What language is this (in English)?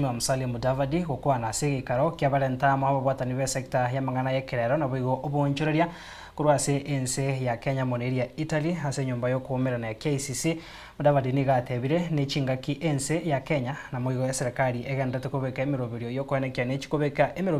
Gusii